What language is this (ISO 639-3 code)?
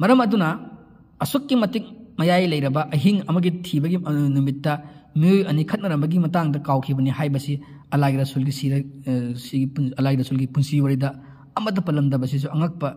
mni